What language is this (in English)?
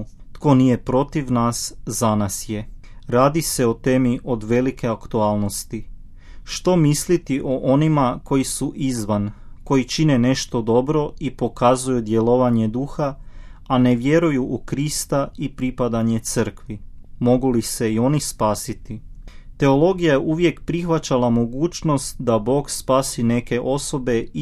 Croatian